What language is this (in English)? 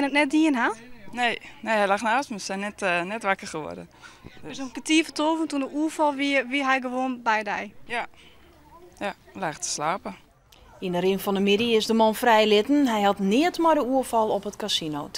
Western Frisian